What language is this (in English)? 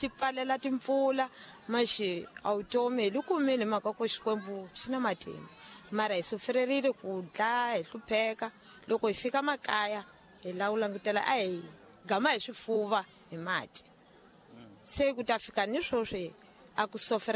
Tsonga